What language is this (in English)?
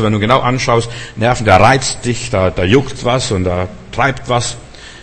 German